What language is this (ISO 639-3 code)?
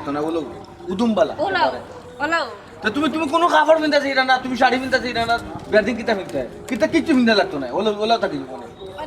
syl